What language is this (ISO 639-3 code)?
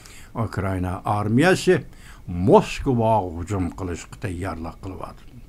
uig